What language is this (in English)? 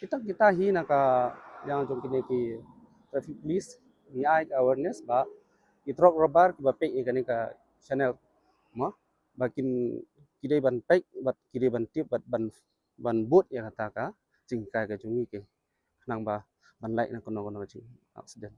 Khasi